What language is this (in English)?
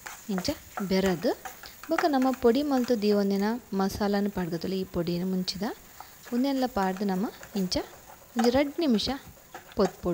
Tulu